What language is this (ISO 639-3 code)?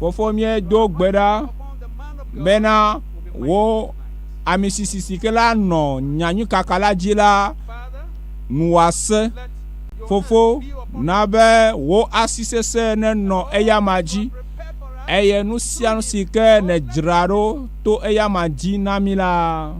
ewe